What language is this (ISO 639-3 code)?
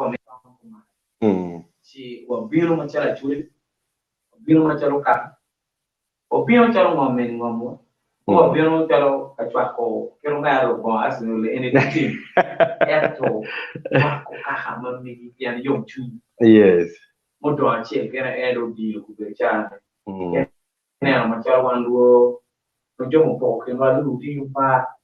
ach